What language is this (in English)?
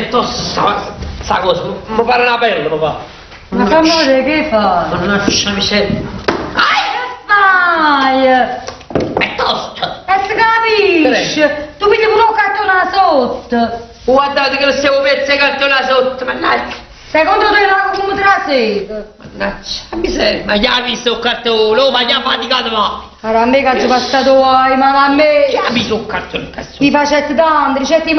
Neapolitan